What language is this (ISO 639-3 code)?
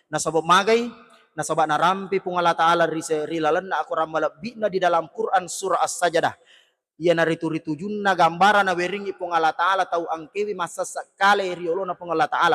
bug